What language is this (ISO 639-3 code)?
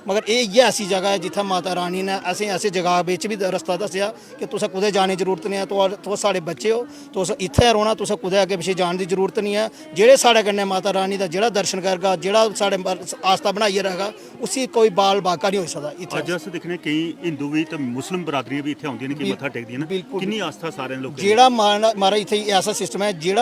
doi